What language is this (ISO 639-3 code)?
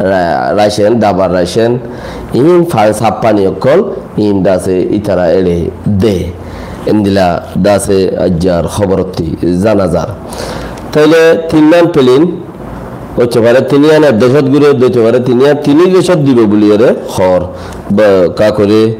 rhg